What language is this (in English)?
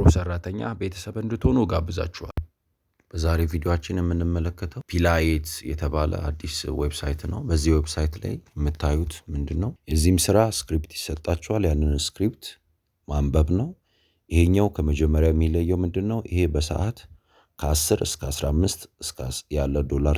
Amharic